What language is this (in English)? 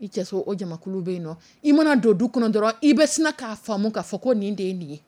Dyula